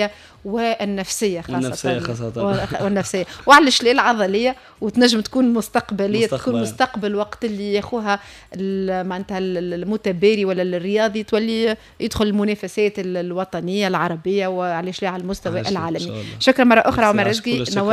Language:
Tunisian Arabic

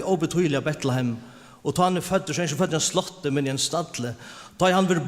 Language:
Faroese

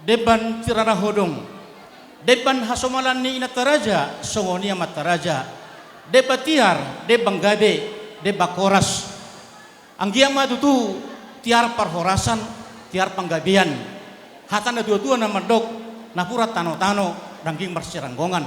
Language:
Batak Toba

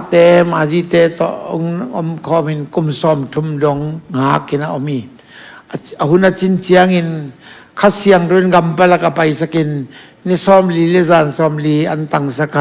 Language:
Tedim Chin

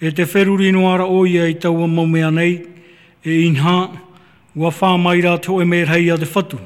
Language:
Tahitian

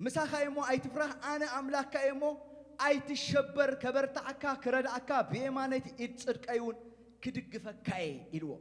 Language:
Tigrinya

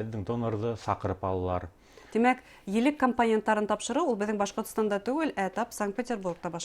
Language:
Bashkir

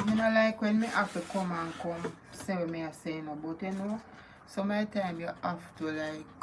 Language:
Jamaican Creole English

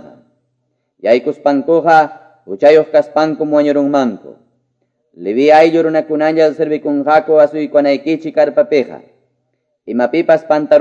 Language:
Quechua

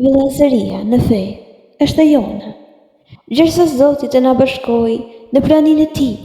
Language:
Albanian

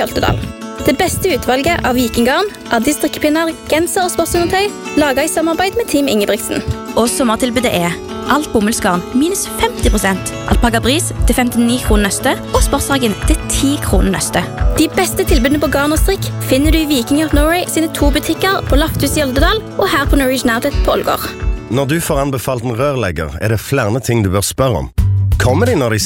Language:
Norwegian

